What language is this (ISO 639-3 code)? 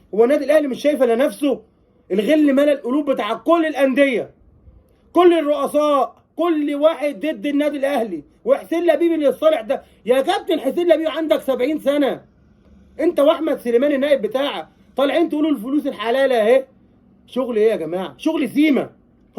arz